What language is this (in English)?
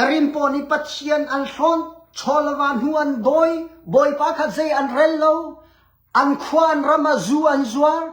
Hakha Chin